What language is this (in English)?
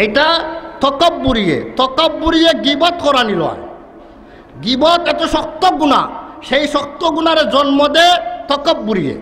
Sylheti